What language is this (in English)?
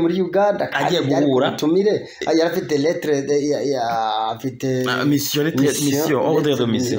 Kinyarwanda